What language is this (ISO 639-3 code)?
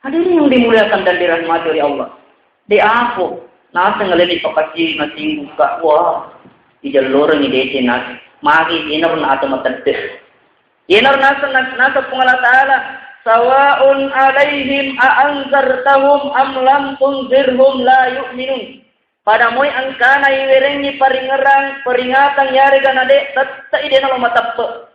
bug